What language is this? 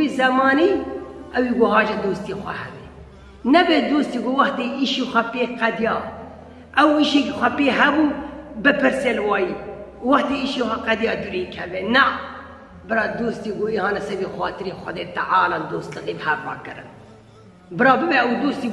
Kurdish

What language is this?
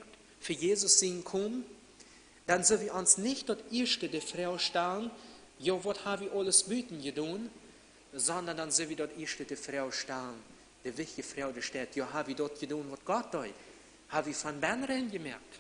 Plautdietsch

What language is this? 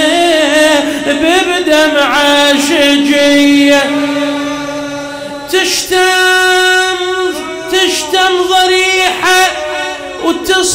Arabic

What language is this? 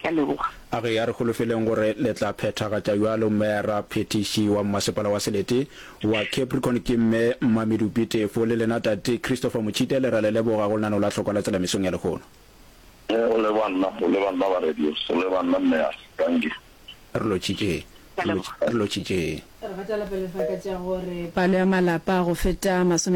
Northern Sotho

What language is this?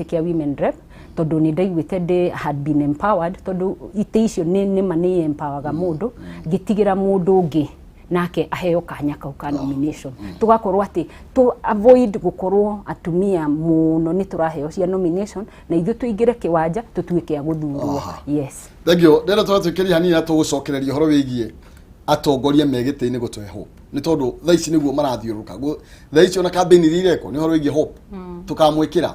Kikuyu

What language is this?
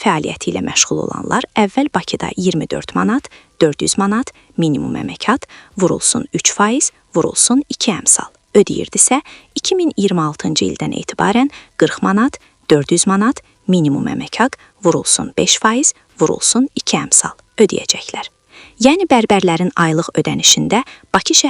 Azerbaijani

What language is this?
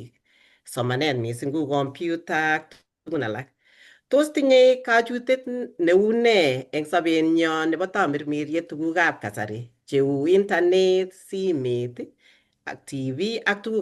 Kalenjin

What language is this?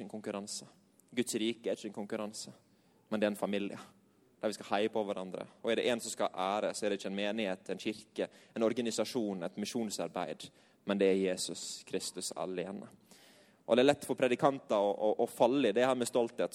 Norwegian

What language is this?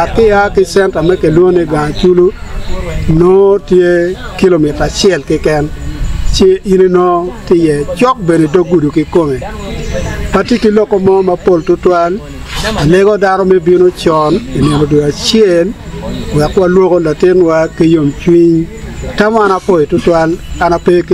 Acoli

